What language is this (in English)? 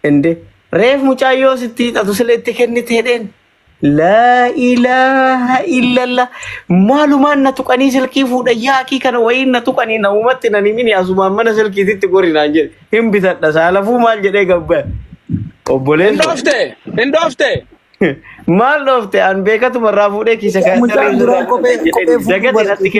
Oromo